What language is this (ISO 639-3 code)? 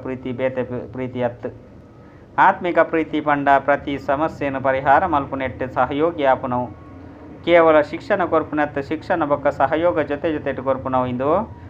tcy